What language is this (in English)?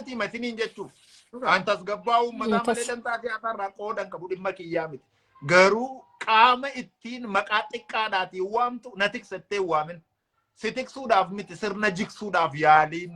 Oromo